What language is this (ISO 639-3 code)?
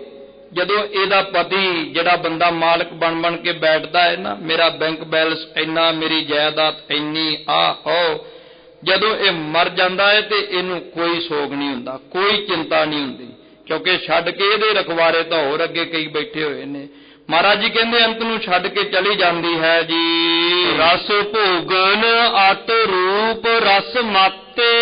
pan